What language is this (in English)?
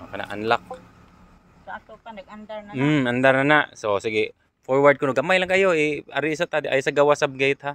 Cebuano